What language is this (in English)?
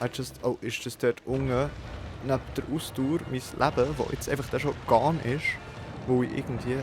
Swiss German